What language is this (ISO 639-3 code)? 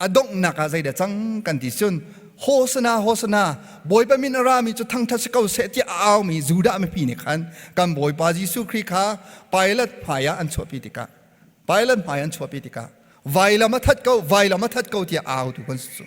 cnh